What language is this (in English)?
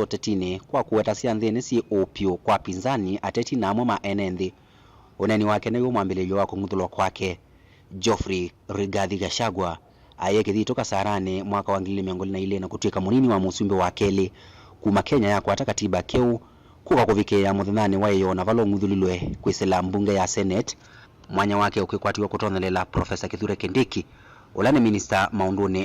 Kamba